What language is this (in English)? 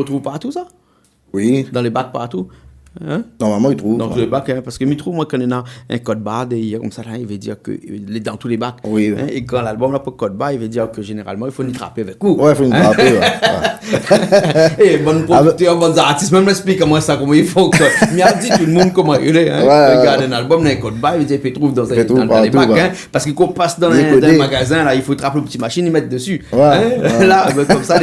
Réunion Creole French